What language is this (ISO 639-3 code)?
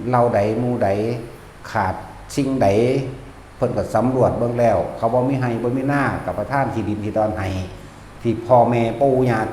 tts